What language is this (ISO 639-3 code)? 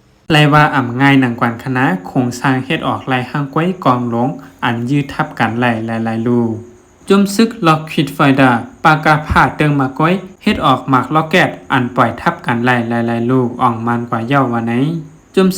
shn